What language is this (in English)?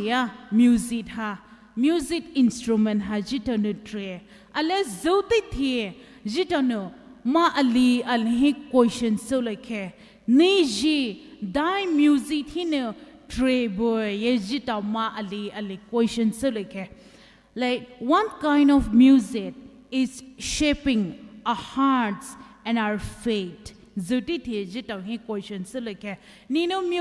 Poumei Naga